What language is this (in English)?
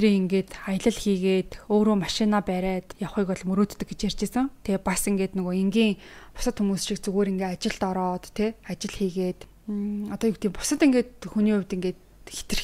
Mongolian